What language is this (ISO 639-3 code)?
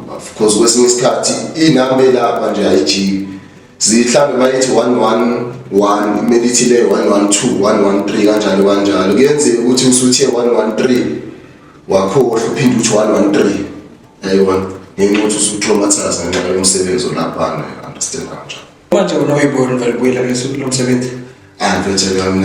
zul